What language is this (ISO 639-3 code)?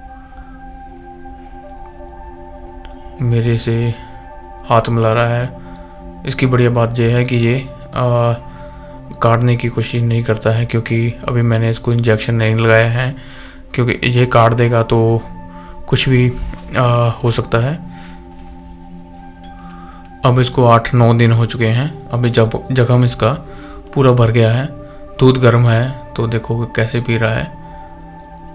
hin